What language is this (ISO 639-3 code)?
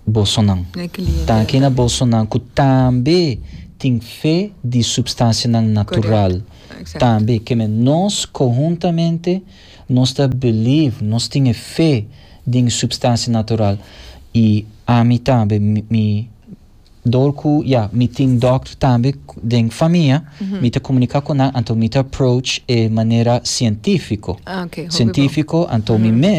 pap